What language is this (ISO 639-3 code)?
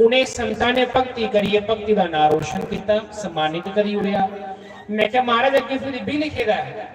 doi